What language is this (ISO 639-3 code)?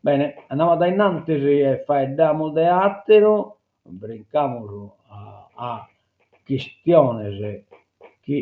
srd